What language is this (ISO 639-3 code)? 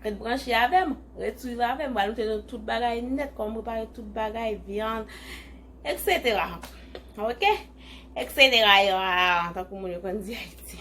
hat